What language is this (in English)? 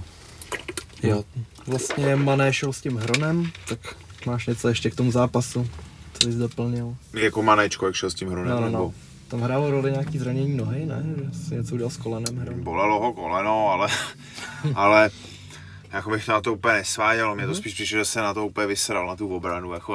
Czech